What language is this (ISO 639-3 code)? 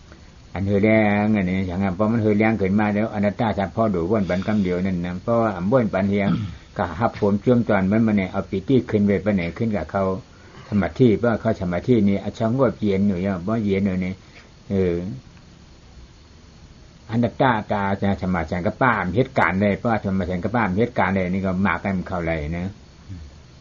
tha